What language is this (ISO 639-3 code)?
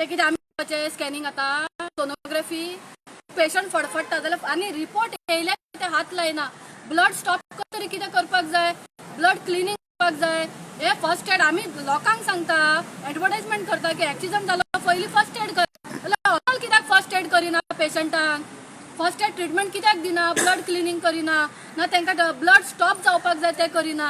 kok